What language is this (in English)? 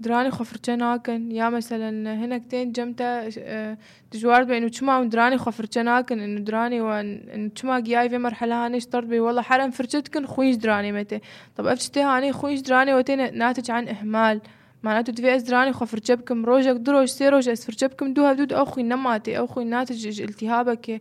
North Levantine Arabic